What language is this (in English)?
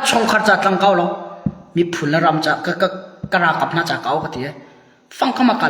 Hakha Chin